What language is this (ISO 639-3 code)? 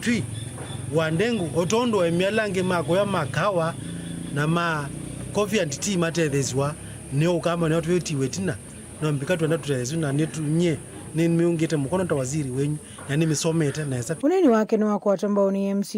kam